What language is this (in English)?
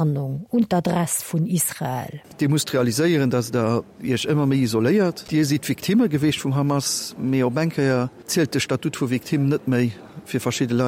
Luxembourgish